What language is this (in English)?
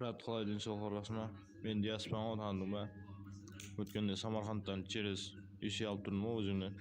Kara-Kalpak